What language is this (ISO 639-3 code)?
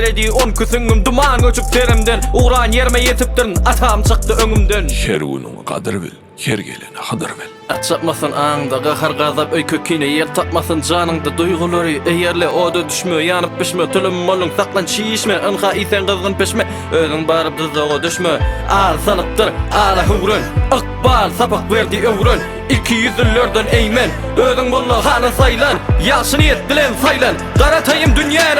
tuk